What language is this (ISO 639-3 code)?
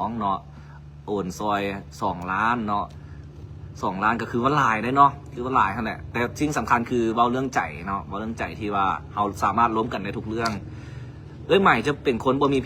lao